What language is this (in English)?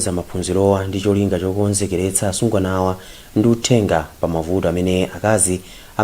Nyanja